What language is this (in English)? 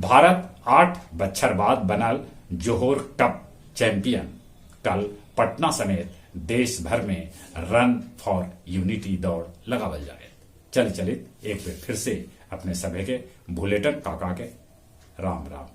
Magahi